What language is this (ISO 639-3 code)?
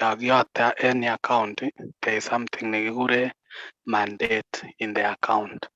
kln